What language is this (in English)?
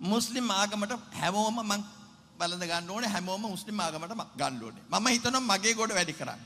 Sinhala